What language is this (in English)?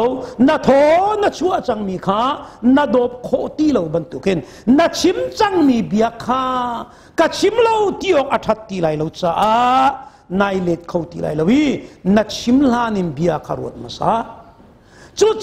Hakha Chin